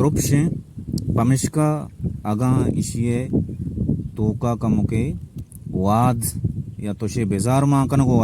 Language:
Baluchi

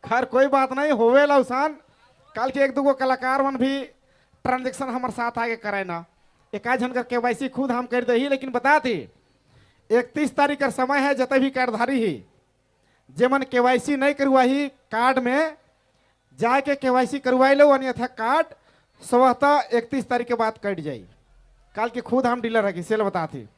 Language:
Sadri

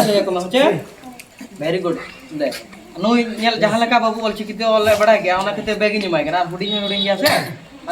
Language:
Santali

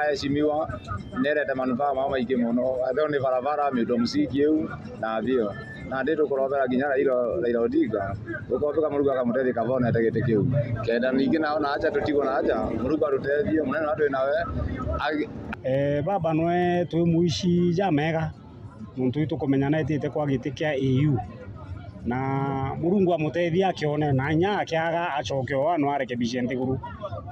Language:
Meru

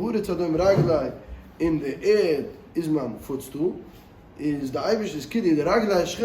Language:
Yiddish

